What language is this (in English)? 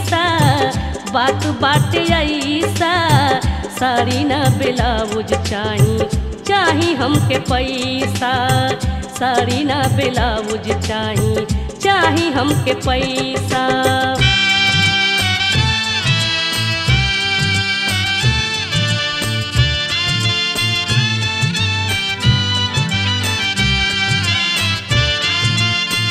Bhojpuri